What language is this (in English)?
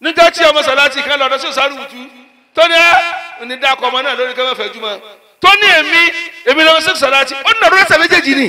Yoruba